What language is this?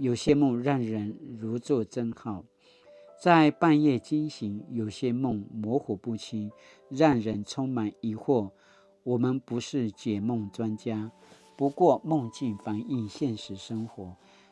Paiwan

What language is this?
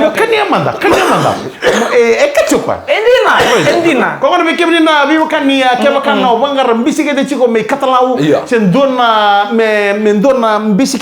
Fijian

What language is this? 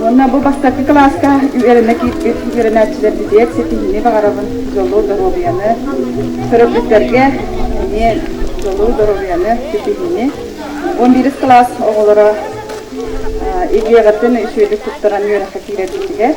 Yakut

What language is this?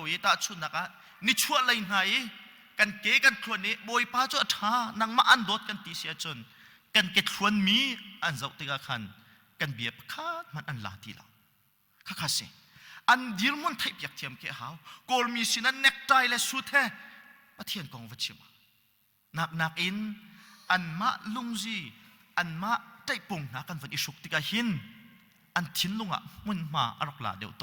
Hakha Chin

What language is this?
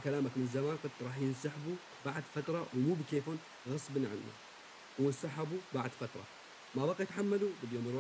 North Levantine Arabic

